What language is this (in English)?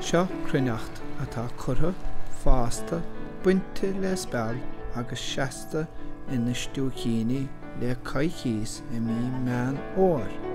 Irish